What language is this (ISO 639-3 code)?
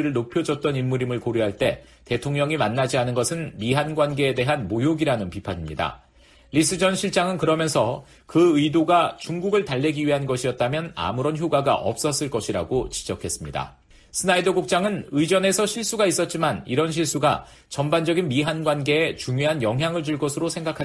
kor